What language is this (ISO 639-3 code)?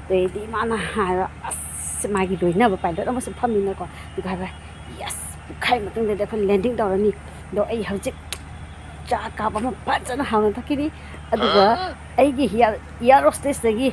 mni